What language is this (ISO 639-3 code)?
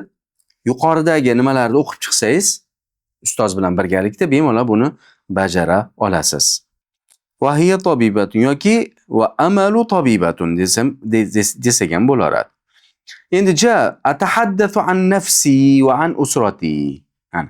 uzb